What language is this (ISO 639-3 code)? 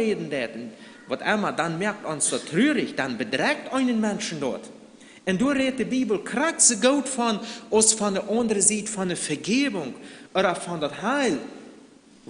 pdt